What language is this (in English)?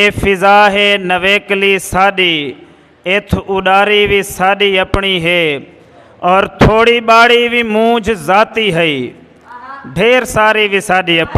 Saraiki